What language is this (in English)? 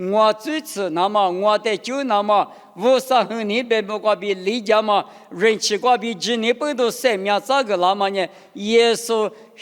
Lisu